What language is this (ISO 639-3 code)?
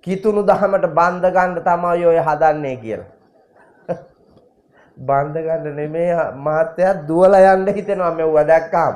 sin